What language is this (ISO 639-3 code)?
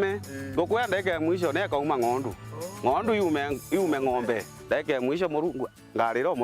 mer